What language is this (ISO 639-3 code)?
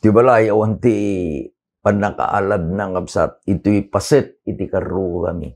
ilo